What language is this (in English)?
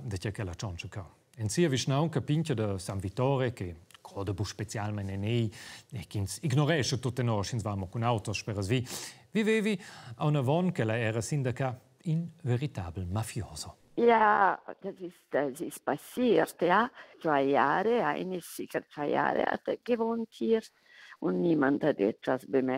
Romansh